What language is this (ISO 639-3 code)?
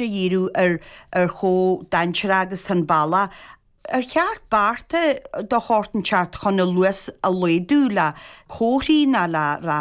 gle